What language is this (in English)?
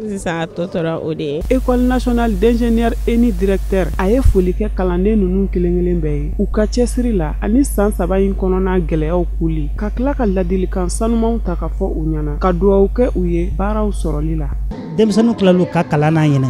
Bambara